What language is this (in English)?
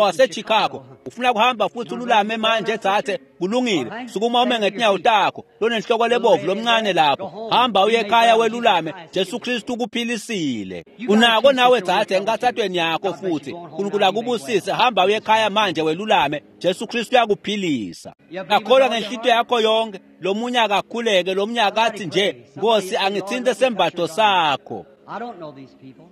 Swati